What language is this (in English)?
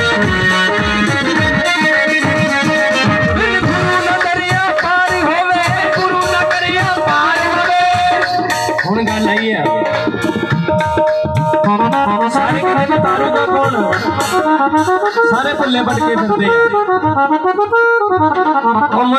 Punjabi